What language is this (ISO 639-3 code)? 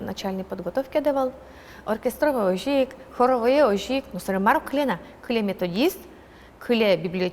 udm